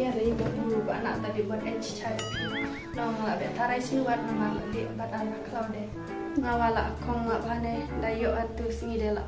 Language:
Khasi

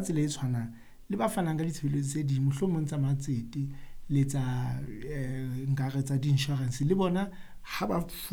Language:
Southern Sotho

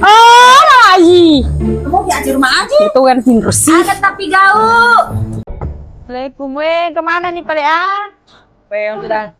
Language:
Buginese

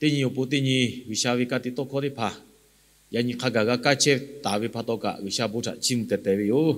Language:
Lahu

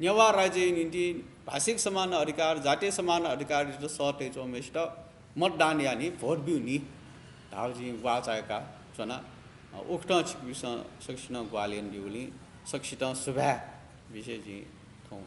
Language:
Newari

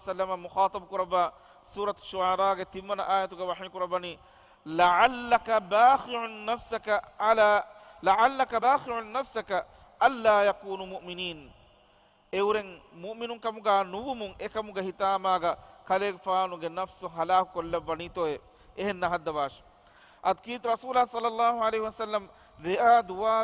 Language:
Divehi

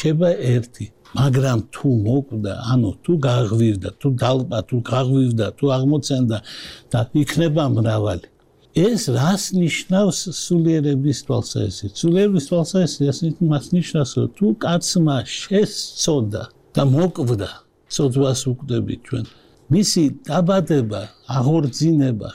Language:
Georgian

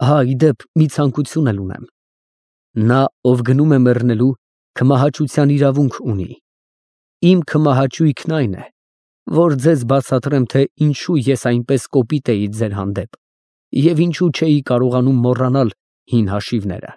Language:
Armenian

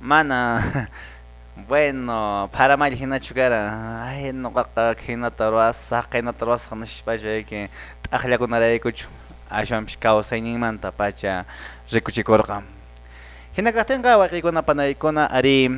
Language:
Quechua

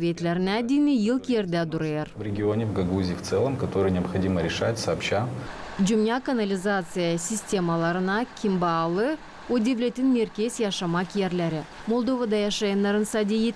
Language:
Gagauz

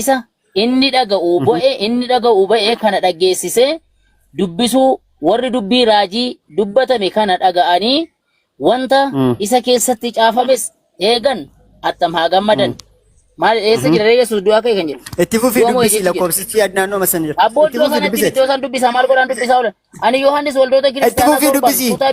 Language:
Oromo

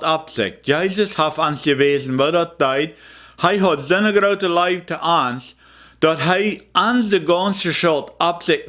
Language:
Plautdietsch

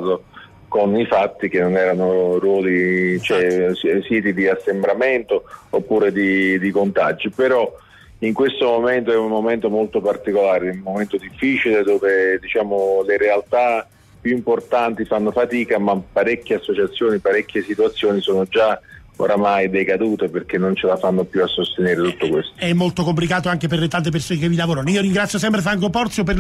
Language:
Italian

